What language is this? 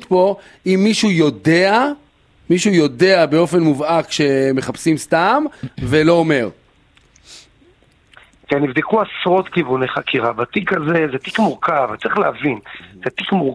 Hebrew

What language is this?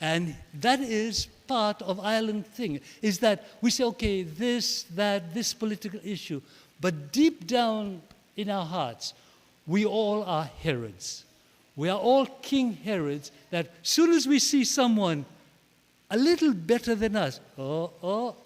Pohnpeian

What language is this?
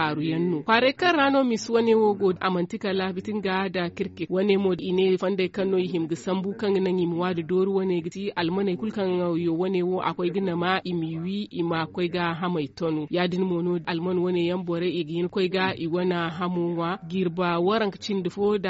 Zarma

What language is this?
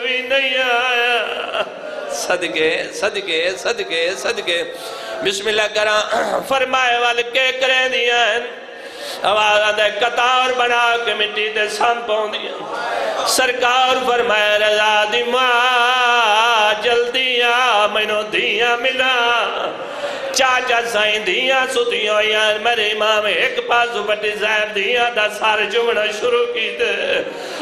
Saraiki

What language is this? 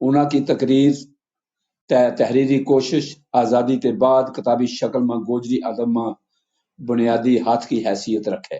Gujari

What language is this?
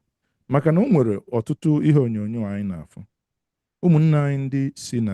Igbo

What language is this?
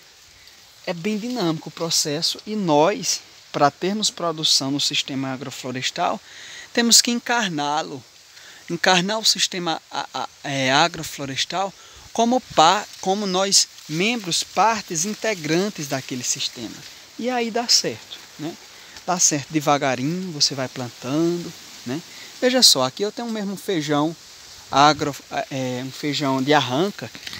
Portuguese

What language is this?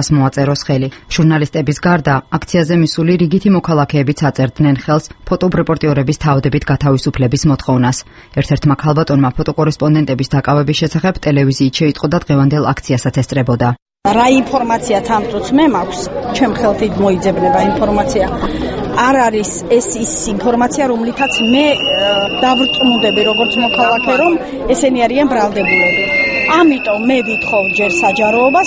Georgian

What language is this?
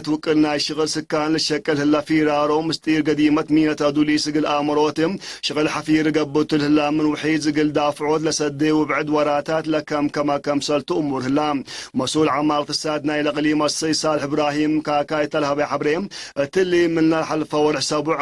Tigre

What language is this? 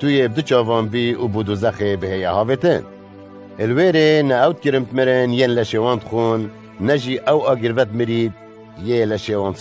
Kurdish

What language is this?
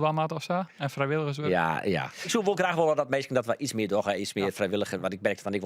Western Frisian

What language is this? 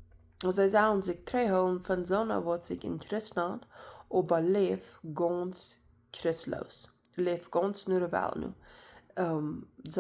Plautdietsch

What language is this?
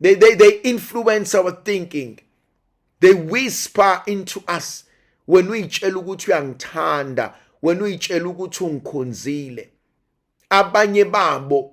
Zulu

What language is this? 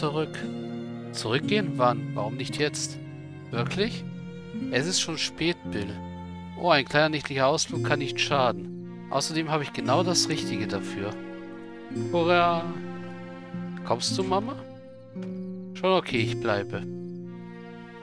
German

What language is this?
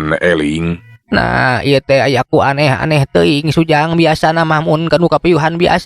Sundanese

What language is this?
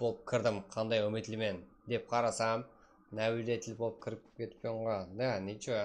Kara-Kalpak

